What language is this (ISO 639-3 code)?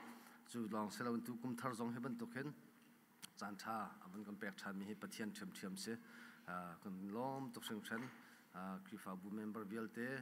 cnh